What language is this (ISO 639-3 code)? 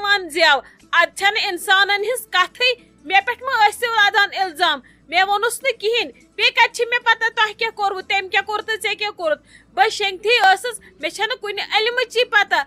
kas